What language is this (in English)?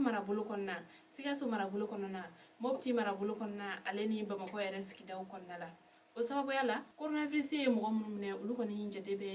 Bambara